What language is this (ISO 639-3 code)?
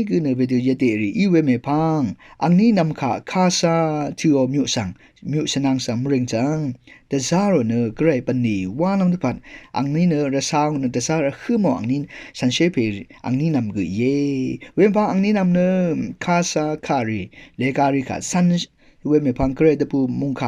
raw